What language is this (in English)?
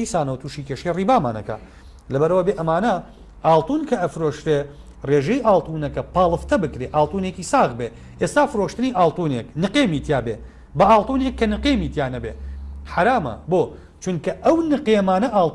Central Kurdish